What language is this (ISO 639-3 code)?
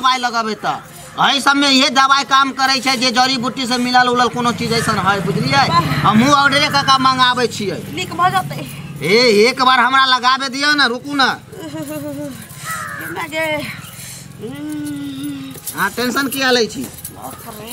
mai